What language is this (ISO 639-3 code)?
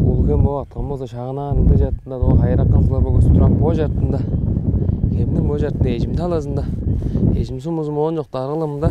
tyv